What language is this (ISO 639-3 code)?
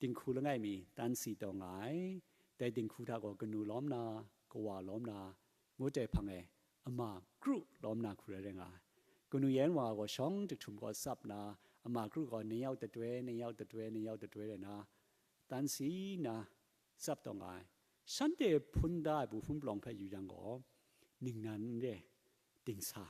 kac